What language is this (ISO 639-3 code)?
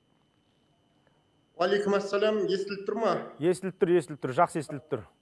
kaz